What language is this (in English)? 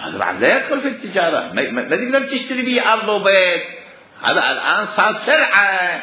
Mesopotamian Arabic